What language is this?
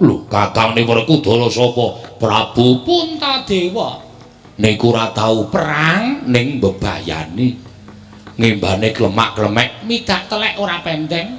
Javanese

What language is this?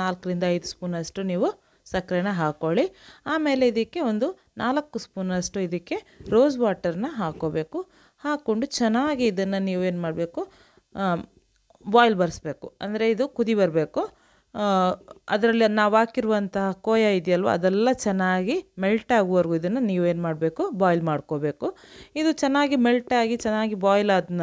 Kannada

